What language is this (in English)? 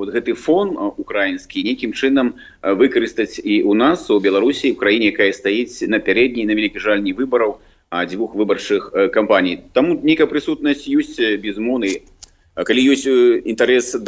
Belarusian